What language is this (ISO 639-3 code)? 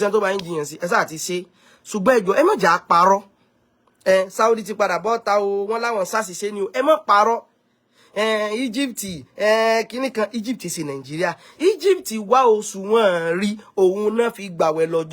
yor